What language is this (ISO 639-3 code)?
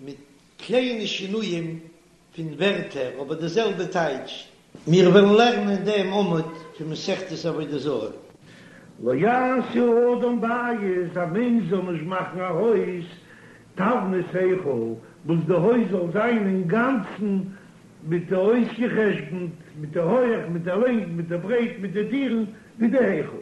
yid